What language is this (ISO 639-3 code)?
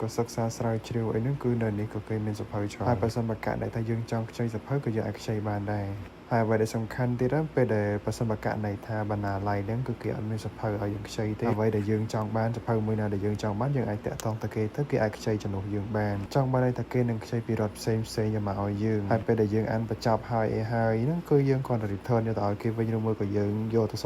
khm